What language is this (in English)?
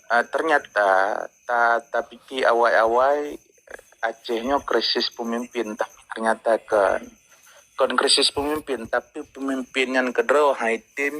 Achinese